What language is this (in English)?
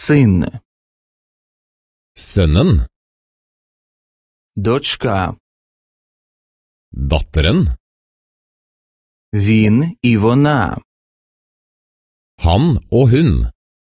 Norwegian